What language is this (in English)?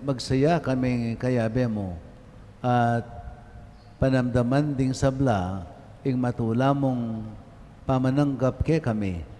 Pampanga